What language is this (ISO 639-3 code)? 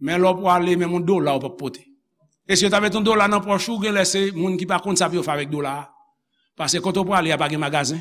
hat